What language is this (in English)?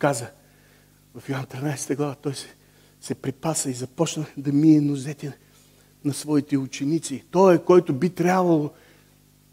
Bulgarian